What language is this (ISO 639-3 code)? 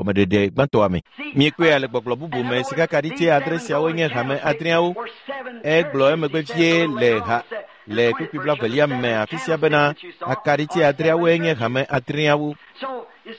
ewe